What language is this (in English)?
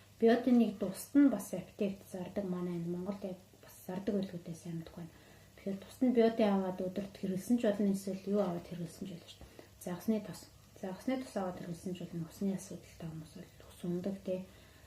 Mongolian